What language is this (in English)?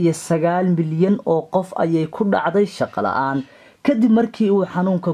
Somali